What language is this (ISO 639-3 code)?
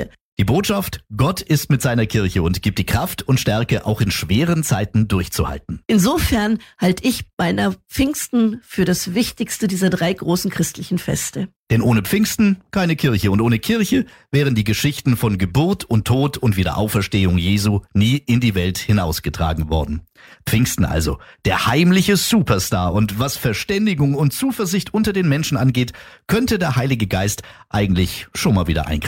deu